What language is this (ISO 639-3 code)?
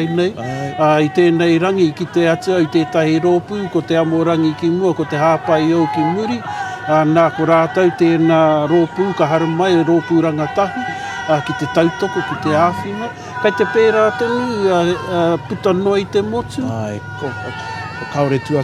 mri